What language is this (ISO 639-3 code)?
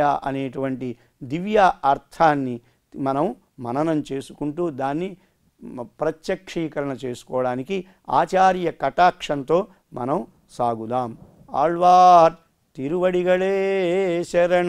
tel